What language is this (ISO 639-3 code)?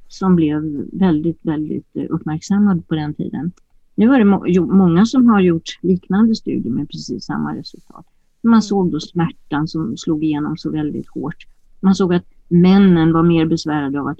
swe